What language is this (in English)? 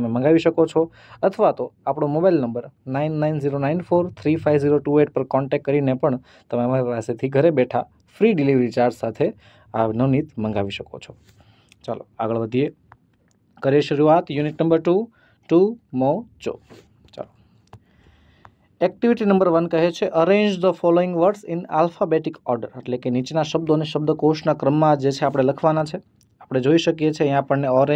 Gujarati